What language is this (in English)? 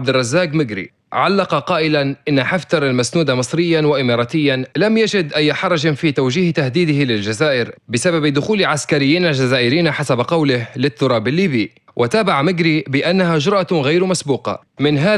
Arabic